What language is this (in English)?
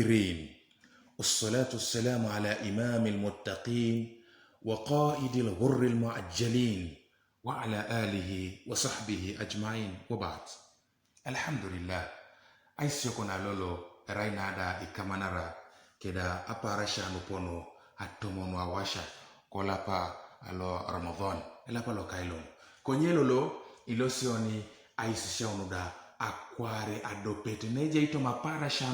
Teso